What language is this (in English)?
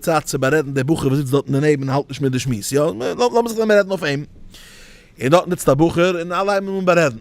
Yiddish